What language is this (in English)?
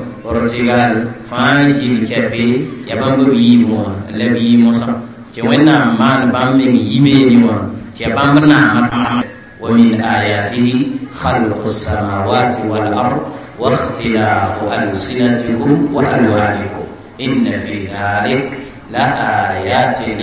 Mossi